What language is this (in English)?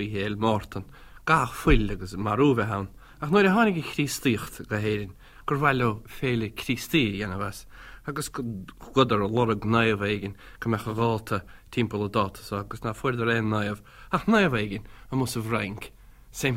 Irish